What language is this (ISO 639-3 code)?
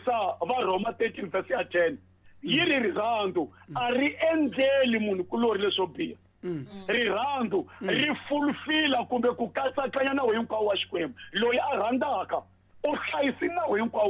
tso